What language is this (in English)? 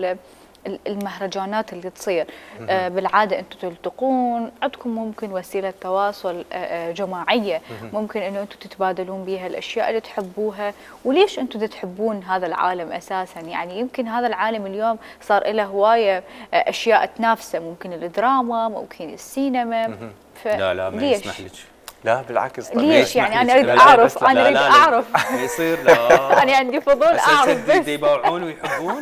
Mesopotamian Arabic